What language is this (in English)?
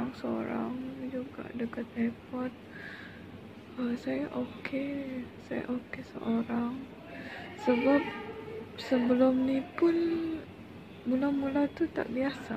Malay